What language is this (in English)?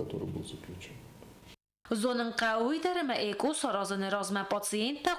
Ossetic